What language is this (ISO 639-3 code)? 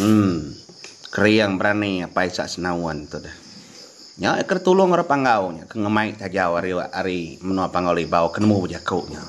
iba